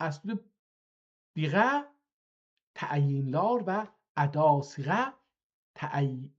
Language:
South Azerbaijani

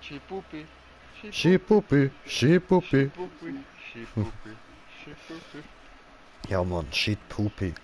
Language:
Swiss German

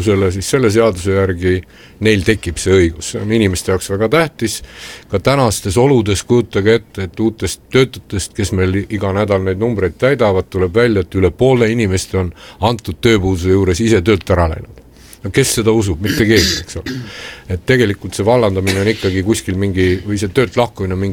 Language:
Estonian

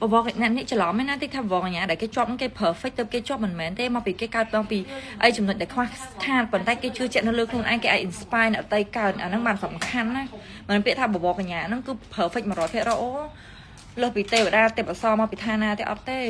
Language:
Khmer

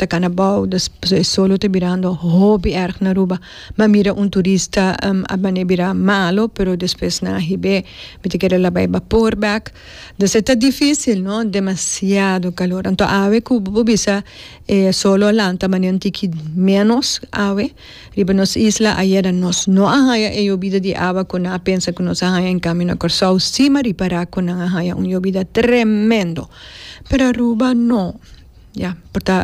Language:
Papiamento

